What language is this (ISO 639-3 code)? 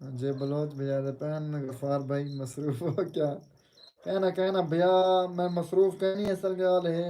skr